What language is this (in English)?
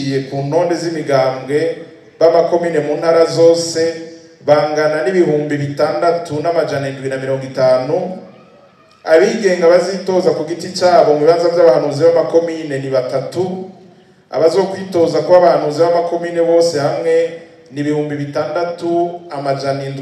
Rundi